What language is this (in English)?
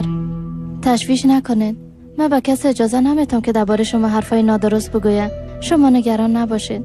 Persian